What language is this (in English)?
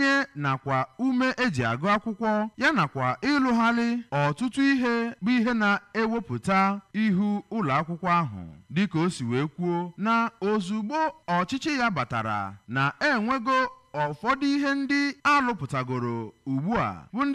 Igbo